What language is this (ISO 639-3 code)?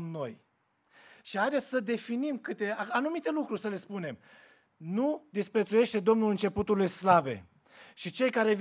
ron